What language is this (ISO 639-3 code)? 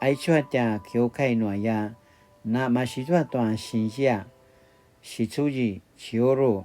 pwn